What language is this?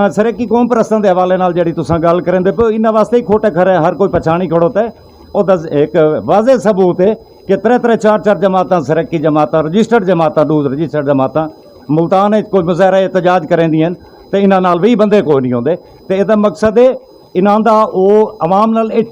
Saraiki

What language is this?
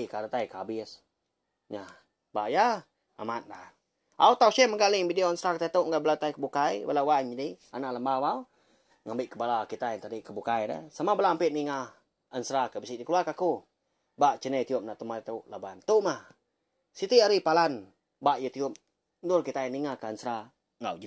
Iban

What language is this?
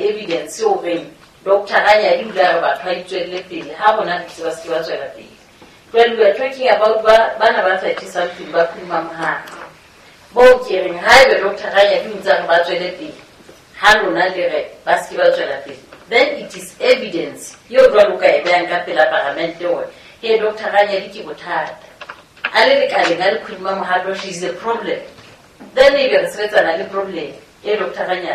Southern Sotho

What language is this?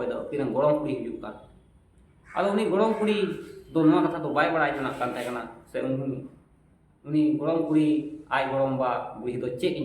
Santali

